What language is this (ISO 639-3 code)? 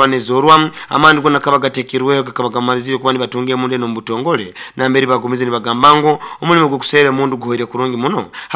nyo